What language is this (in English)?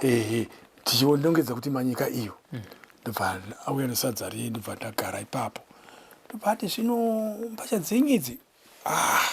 Shona